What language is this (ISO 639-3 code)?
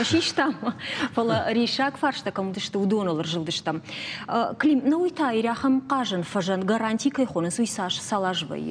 oss